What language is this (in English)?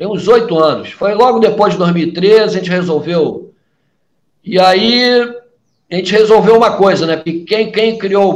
Portuguese